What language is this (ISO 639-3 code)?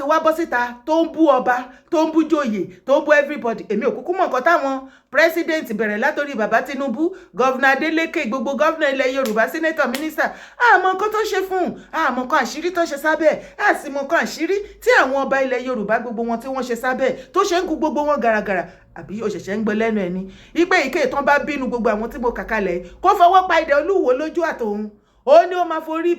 yor